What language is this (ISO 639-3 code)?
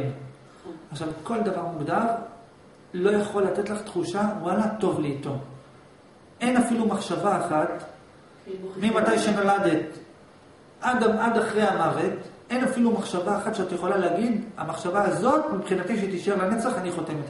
heb